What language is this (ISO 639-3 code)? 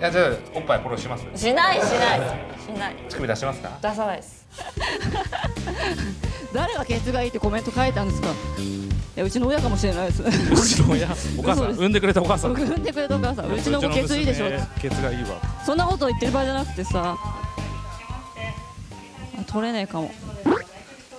jpn